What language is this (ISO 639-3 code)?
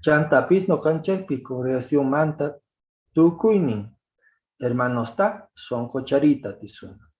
que